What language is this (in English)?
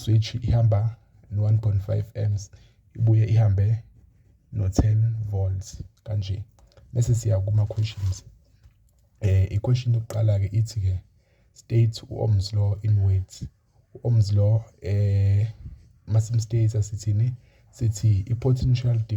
Zulu